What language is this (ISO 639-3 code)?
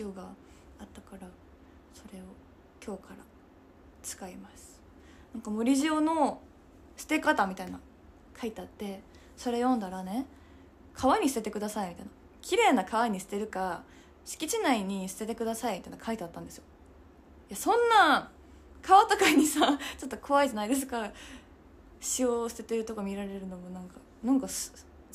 jpn